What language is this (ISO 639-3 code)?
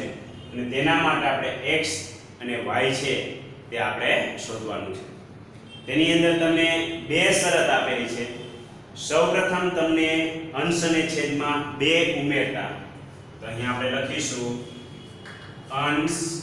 guj